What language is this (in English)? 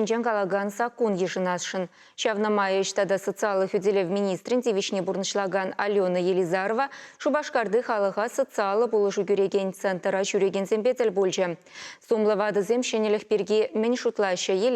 Chuvash